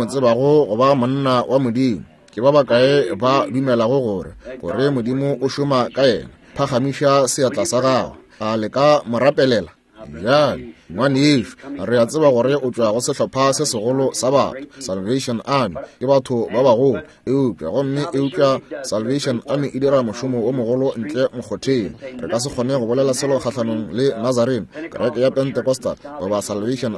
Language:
Northern Sotho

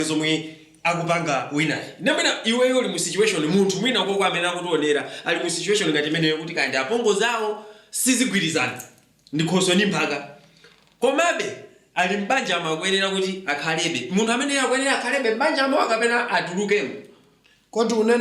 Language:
Nyanja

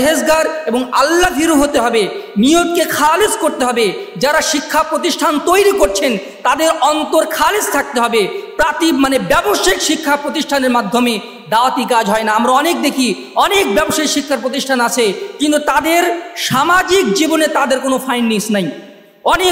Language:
Bangla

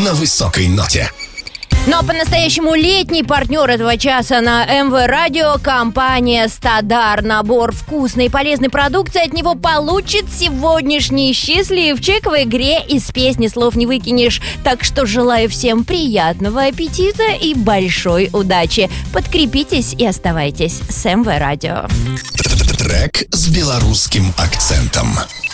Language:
Russian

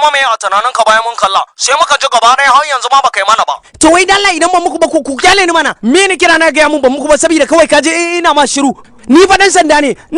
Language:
Hausa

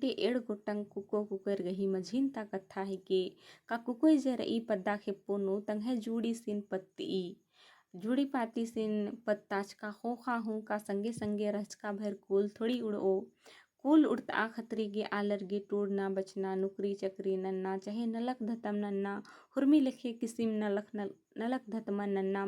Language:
Kurukh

